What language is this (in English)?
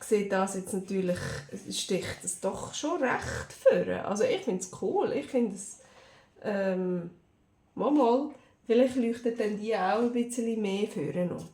Swiss German